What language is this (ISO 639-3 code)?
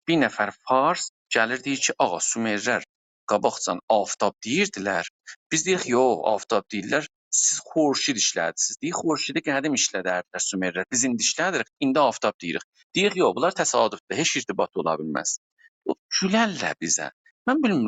azb